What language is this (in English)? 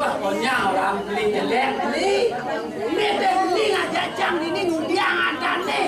Balinese